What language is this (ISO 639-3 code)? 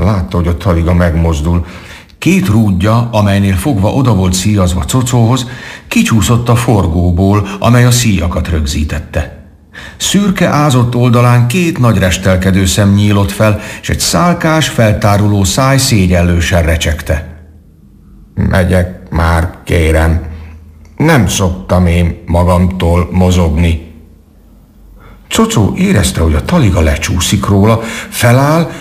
hun